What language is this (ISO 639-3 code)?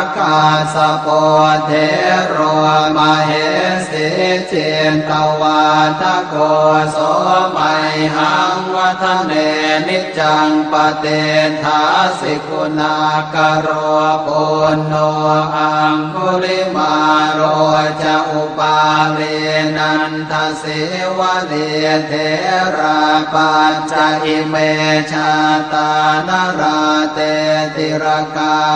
pli